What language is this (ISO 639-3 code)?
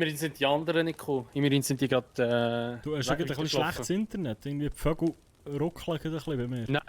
gsw